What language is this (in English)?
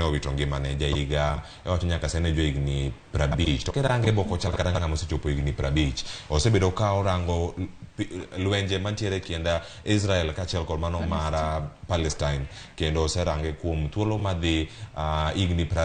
Luo (Kenya and Tanzania)